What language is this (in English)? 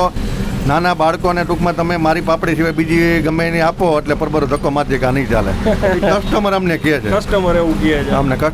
Gujarati